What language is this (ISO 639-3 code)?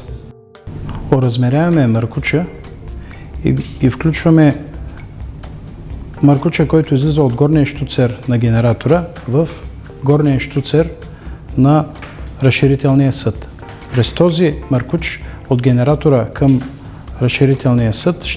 bul